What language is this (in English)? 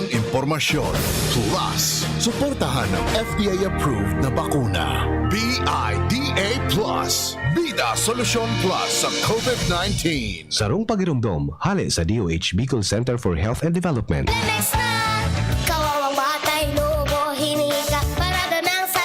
Bikol